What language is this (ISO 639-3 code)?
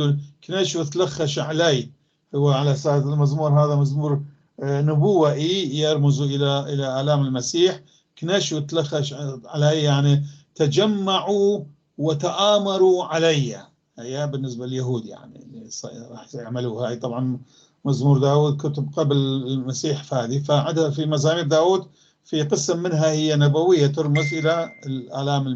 apc